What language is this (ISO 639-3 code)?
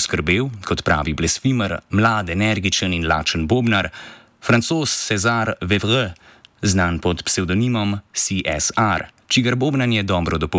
slv